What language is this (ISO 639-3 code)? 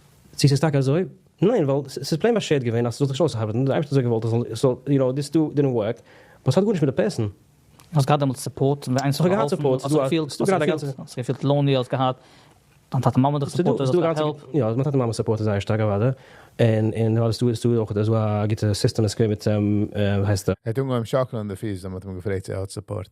yid